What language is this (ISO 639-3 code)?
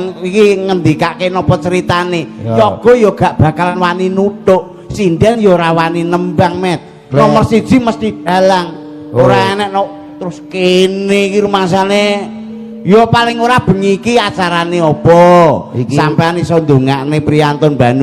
jav